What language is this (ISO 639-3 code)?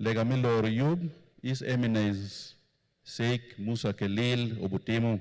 ach